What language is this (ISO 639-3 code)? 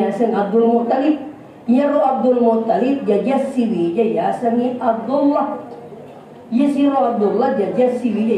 bug